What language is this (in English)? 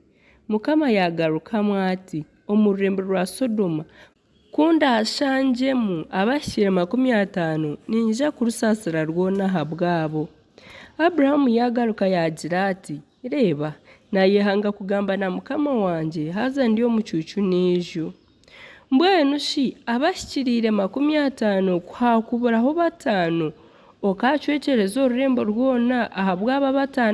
Nyankole